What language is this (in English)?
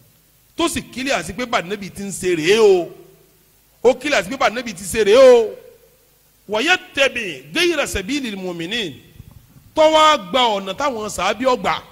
Yoruba